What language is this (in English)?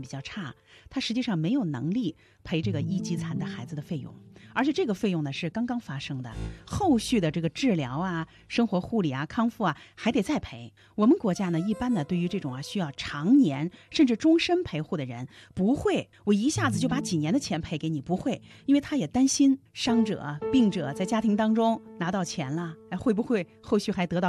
Chinese